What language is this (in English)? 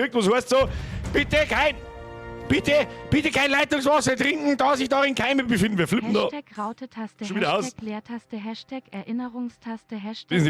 Bavarian